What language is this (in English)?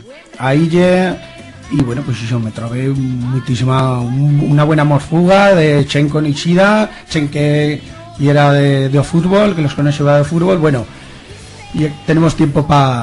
Aragonese